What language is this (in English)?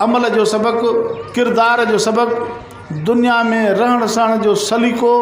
Sindhi